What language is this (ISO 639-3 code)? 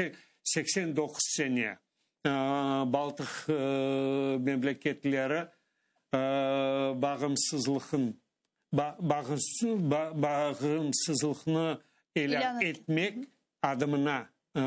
crh